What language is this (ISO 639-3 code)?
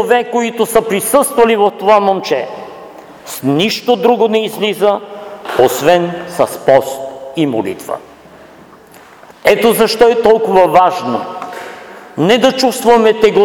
bul